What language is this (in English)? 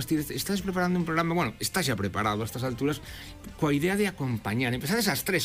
Galician